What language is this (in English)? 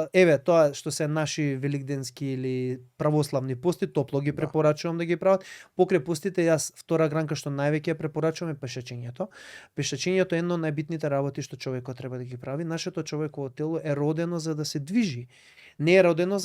Macedonian